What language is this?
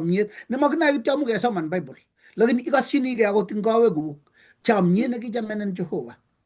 Kalenjin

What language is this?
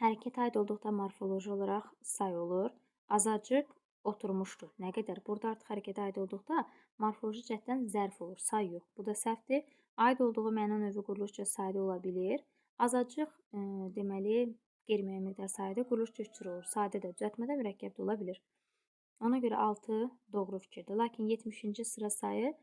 Azerbaijani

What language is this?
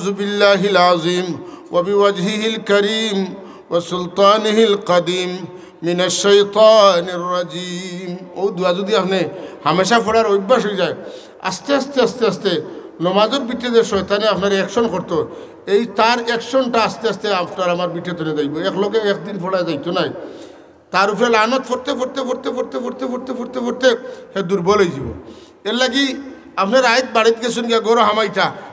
Sylheti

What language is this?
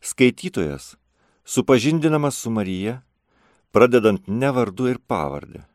Lithuanian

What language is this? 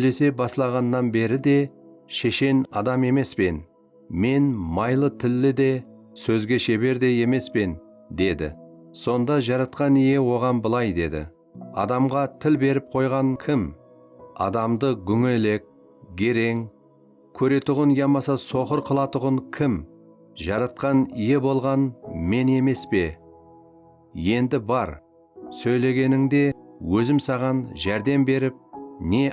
Kara-Kalpak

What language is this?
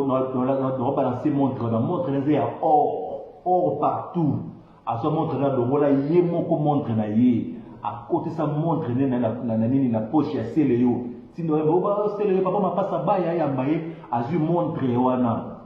Lingala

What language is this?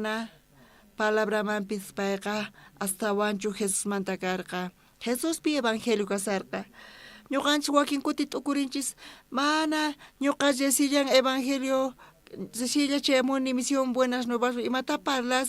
South Bolivian Quechua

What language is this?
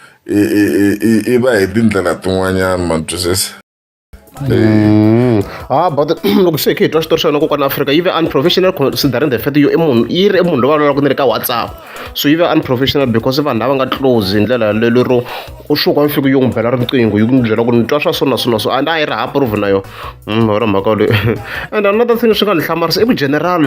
Tsonga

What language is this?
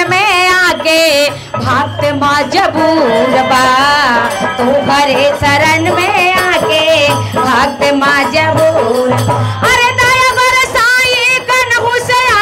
Bhojpuri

